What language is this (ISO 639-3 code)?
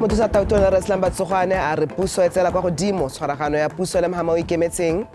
tsn